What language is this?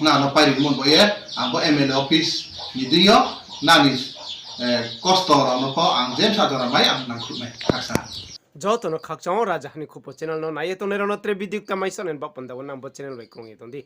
Riang (India)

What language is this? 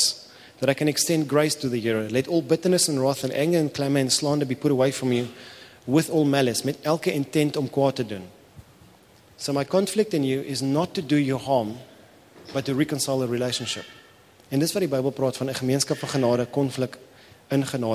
Afrikaans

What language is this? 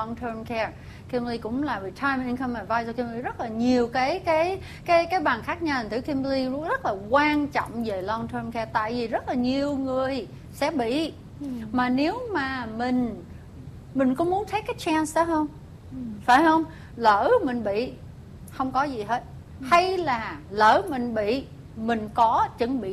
Vietnamese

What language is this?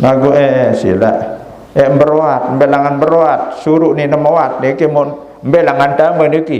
Sasak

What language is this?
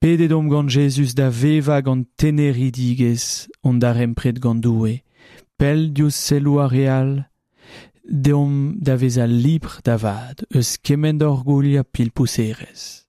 Breton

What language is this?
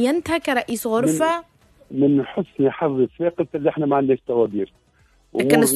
Tunisian Arabic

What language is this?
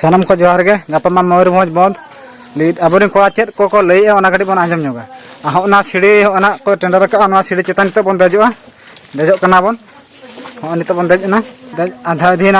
Santali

